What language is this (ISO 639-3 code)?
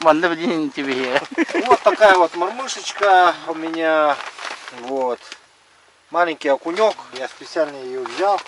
sah